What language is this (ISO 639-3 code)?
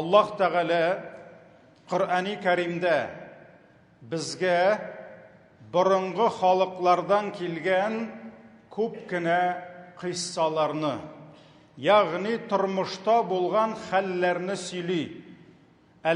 tat